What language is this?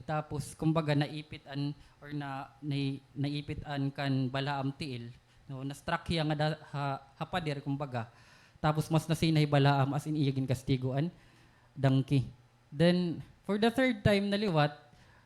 Waray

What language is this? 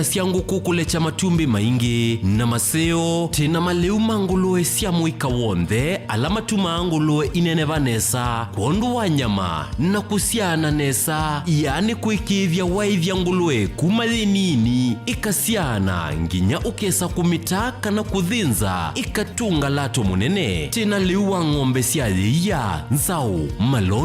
Kamba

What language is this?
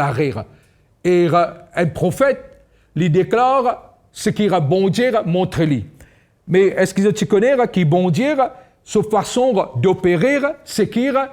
Morisyen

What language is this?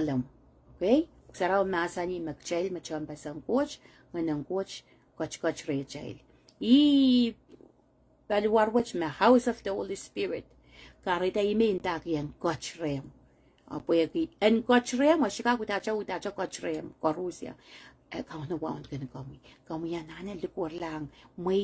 Pohnpeian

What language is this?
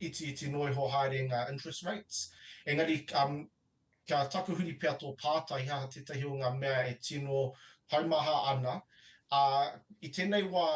Māori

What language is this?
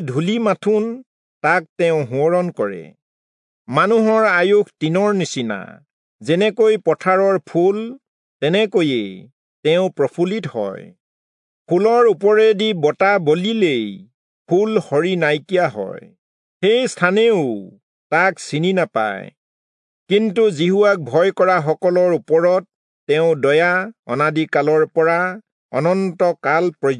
Assamese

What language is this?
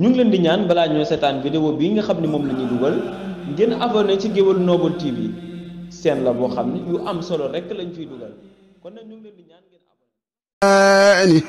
Wolof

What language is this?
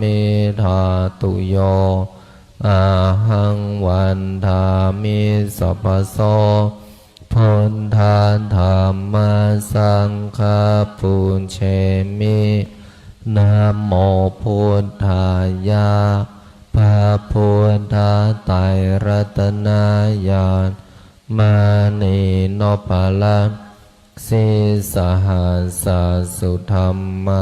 Pali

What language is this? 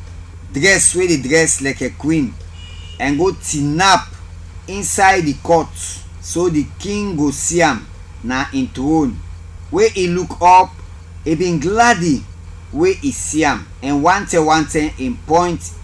Krio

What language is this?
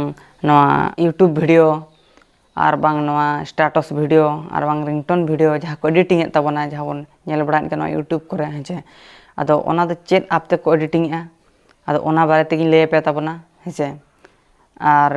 Santali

